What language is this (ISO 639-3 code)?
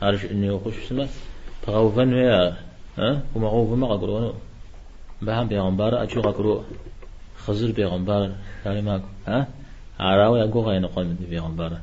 kbd